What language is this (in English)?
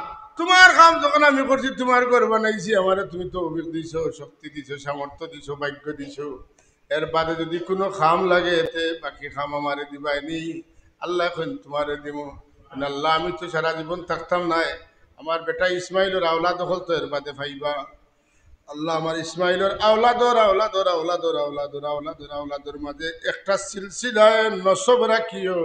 Sylheti